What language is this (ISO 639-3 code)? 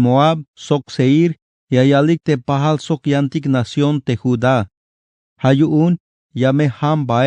tzh